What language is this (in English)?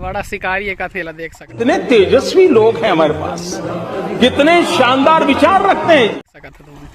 Chhattisgarhi